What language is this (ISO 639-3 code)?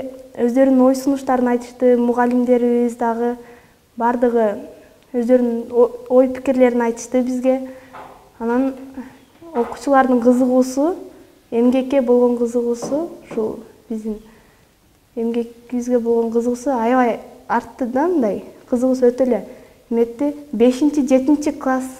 kir